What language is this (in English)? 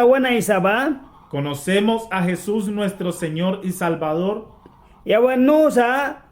Mískito